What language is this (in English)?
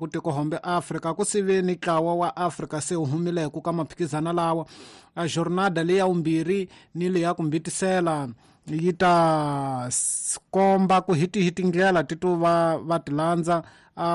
Tsonga